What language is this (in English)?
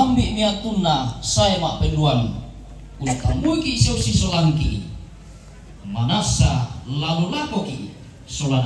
Toraja-Sa'dan